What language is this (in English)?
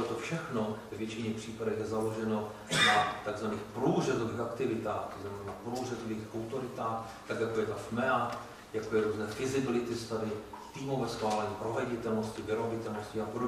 Czech